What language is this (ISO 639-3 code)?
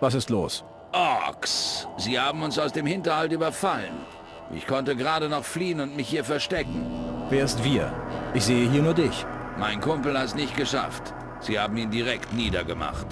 bar